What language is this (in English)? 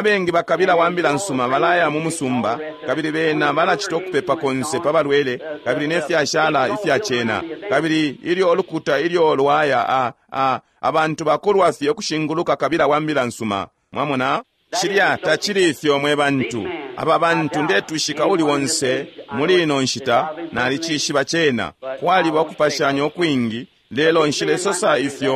Bemba